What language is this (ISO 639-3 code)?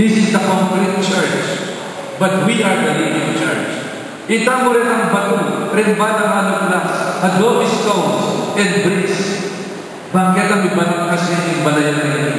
pam